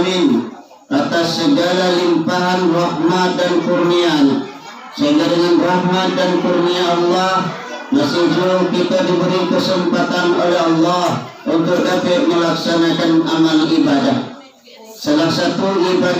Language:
Minangkabau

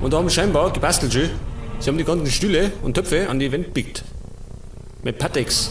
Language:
Bavarian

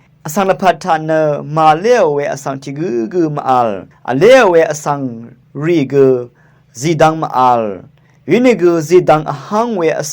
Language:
Rawang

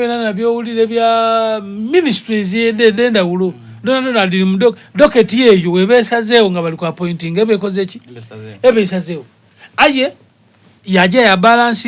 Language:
Soga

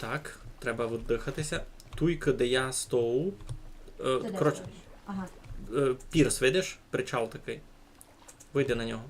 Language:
Rusyn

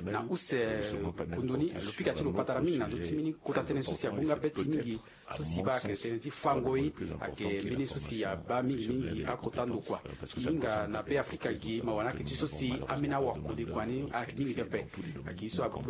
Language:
Sango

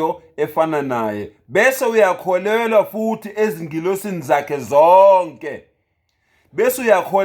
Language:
Zulu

